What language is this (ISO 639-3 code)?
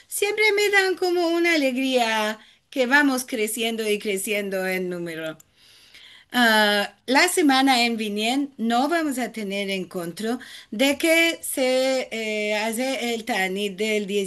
lad